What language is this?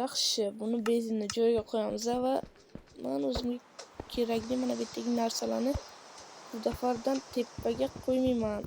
Uzbek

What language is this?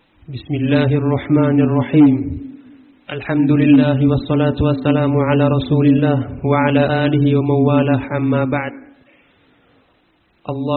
Arabic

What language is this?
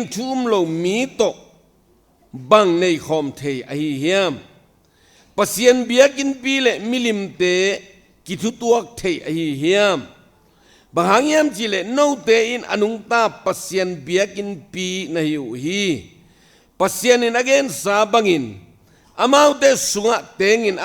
Tedim Chin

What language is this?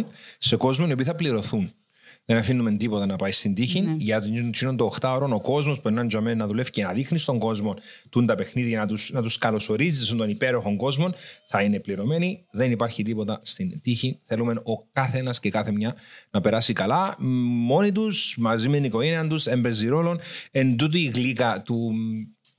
Greek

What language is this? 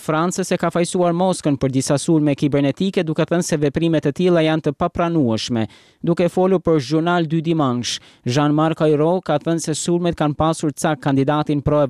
Albanian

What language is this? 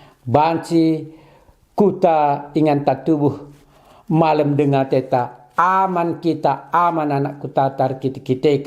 Batak Karo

